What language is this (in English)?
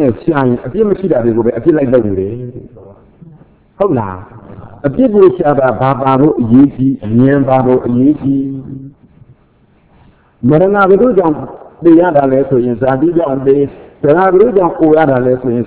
Burmese